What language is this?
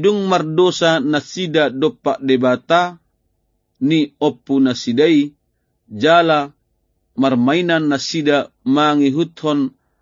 Batak Toba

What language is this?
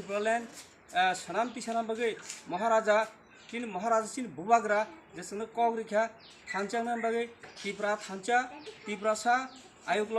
Kok Borok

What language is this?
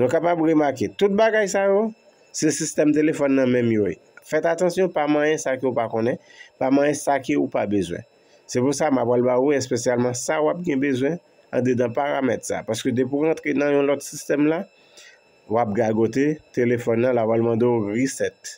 Haitian Creole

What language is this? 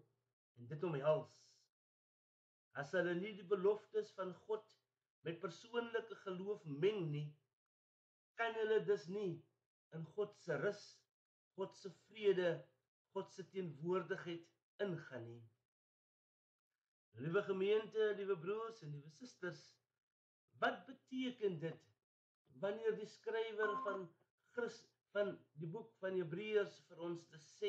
Afrikaans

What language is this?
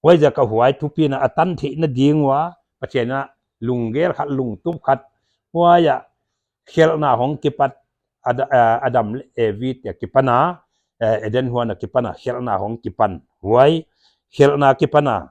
Paite Chin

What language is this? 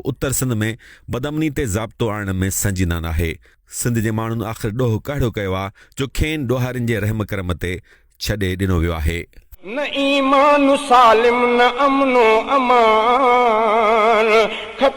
Sindhi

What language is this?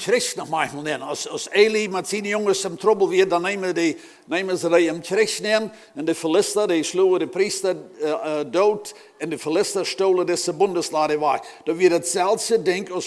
Plautdietsch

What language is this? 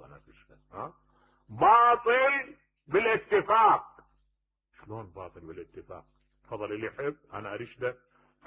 Mesopotamian Arabic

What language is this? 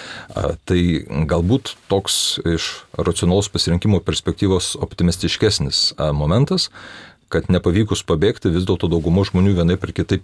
Lithuanian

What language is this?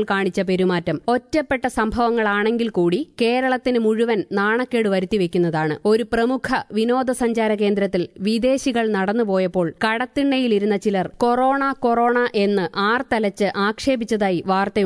Malayalam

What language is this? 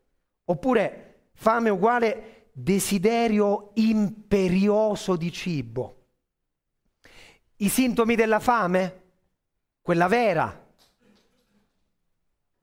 Italian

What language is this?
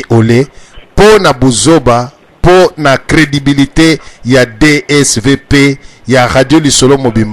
Lingala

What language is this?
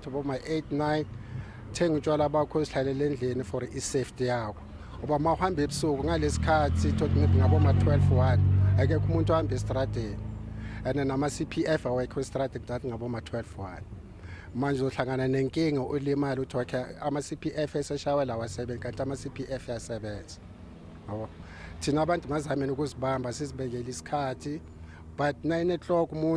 Zulu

